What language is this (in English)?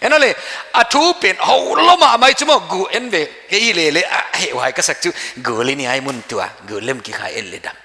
Paite Chin